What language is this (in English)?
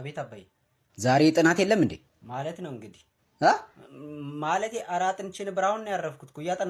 Amharic